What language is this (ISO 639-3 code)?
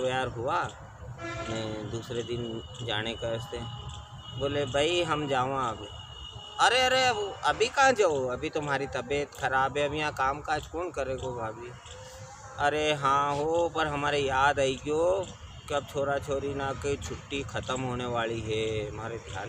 raj